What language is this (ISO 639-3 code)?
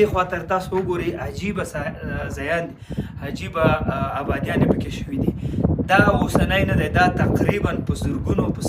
pus